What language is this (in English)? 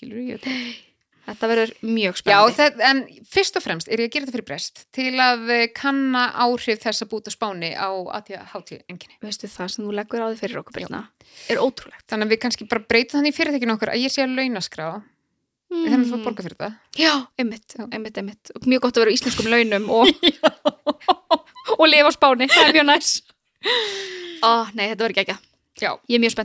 Icelandic